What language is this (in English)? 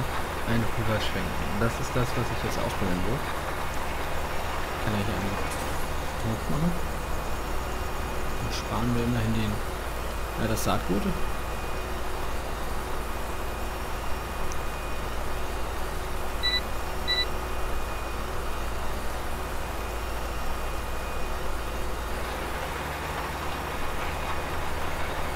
German